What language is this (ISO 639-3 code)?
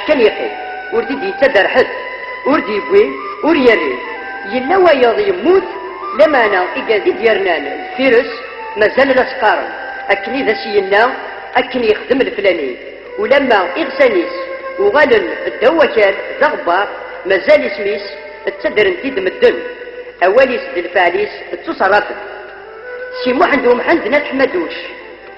kab